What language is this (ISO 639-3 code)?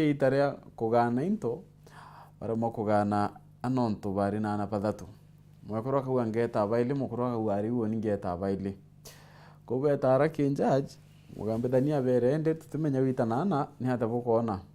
mer